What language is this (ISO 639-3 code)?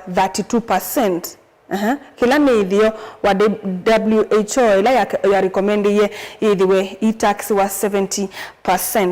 kam